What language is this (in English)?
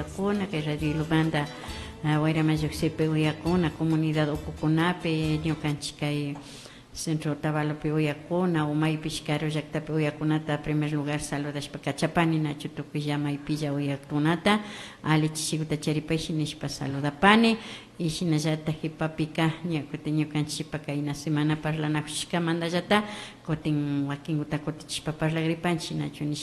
Imbabura Highland Quichua